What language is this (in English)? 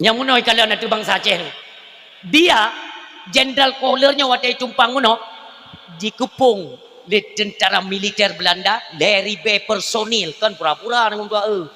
Achinese